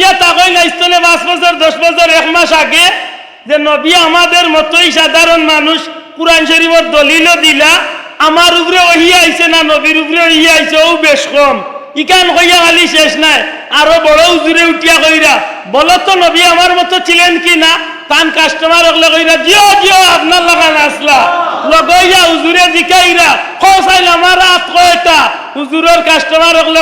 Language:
Sylheti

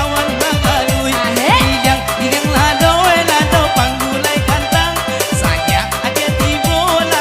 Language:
Minangkabau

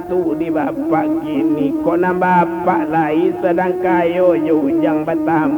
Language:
Minangkabau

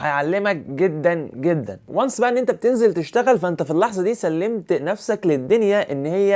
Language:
Egyptian Arabic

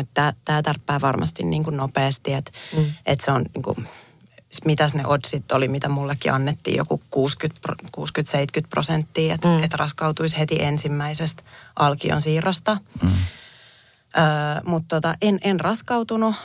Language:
Finnish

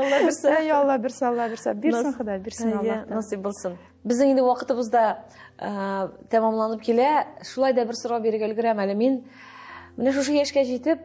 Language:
Tatar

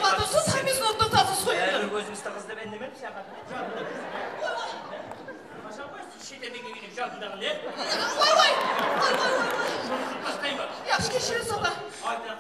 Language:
Kara-Kalpak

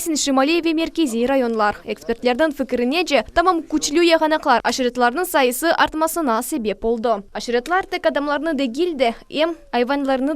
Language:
Crimean Tatar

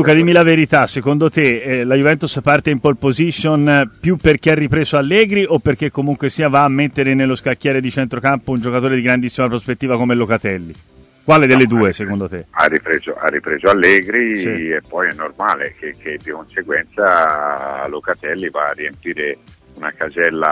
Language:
Italian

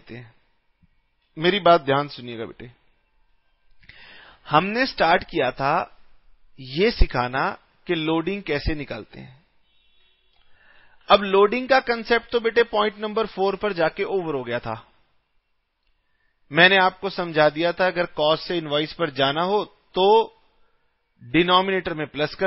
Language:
Hindi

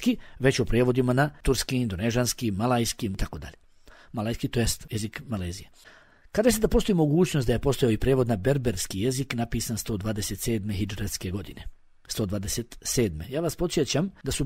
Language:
Bosnian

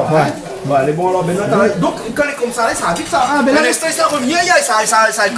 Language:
Réunion Creole French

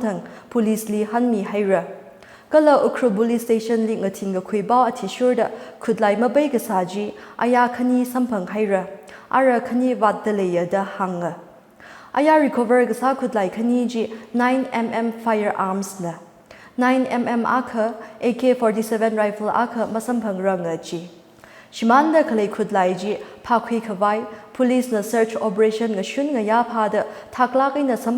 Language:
Tangkhul Naga (India)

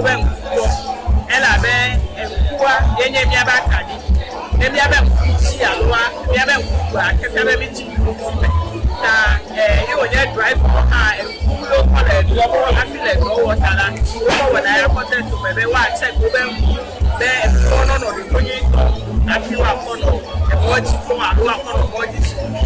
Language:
Ewe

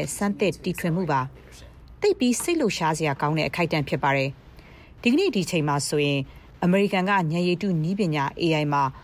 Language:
Burmese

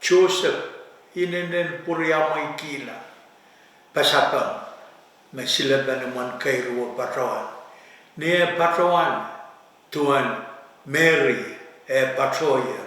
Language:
Pohnpeian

